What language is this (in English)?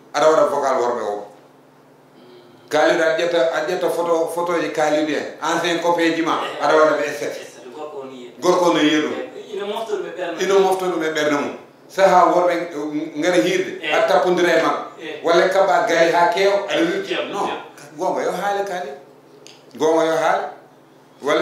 Fula